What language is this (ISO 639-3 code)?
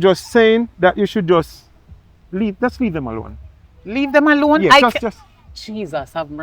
jam